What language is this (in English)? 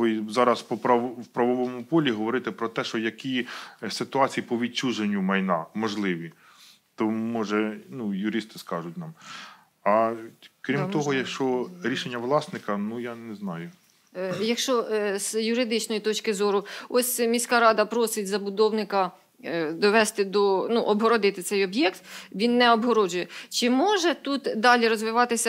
Ukrainian